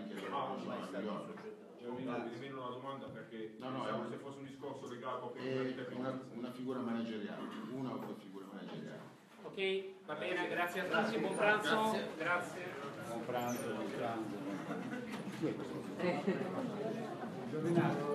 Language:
Italian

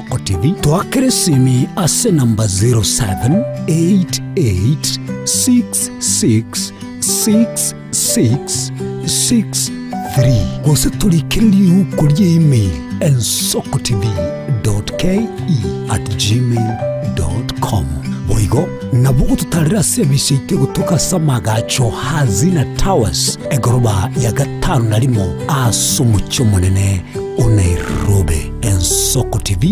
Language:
Gusii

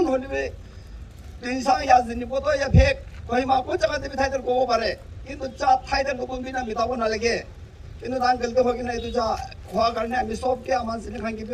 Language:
Naga Pidgin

